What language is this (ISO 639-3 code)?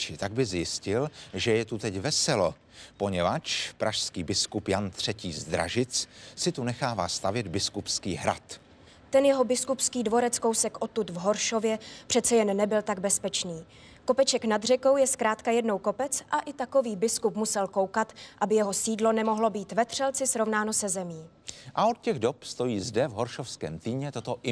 ces